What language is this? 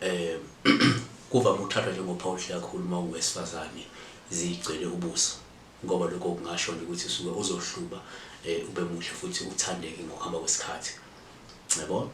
Zulu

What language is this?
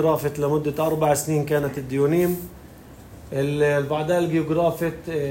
North Levantine Arabic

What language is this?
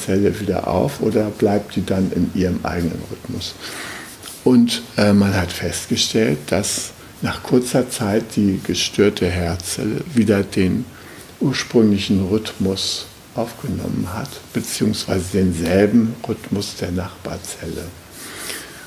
German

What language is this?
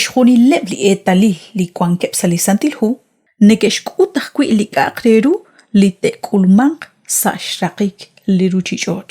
Kekchí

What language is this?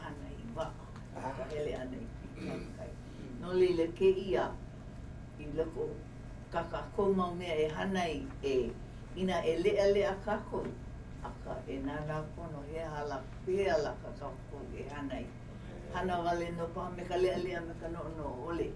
Hawaiian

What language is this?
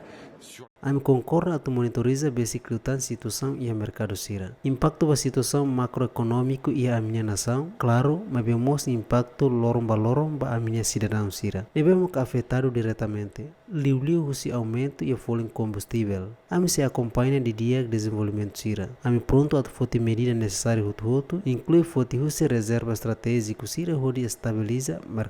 Tetum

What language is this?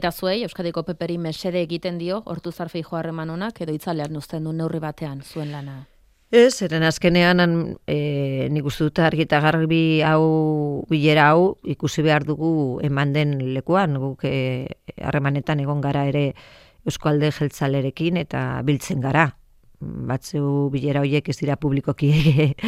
Basque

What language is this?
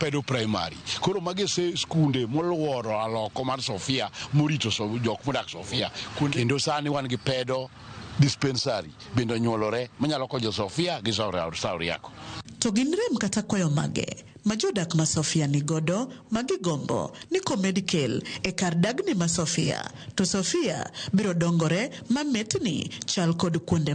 Luo (Kenya and Tanzania)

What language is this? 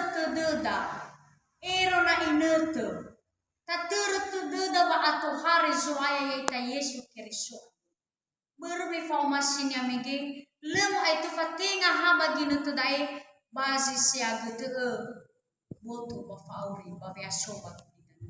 Nias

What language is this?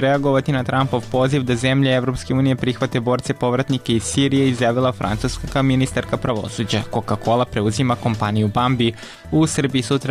Serbian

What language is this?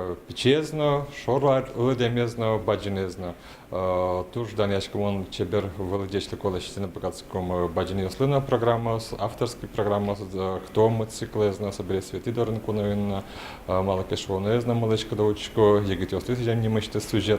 Udmurt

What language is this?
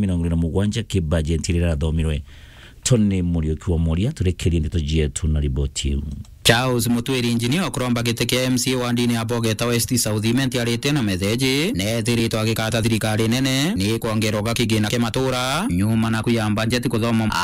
Meru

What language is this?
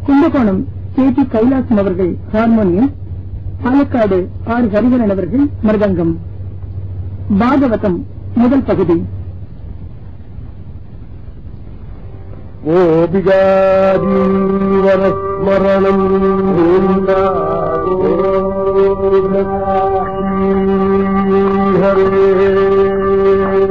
Tamil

